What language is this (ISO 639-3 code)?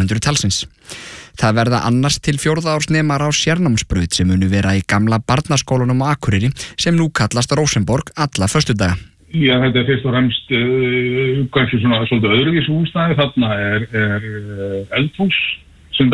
isl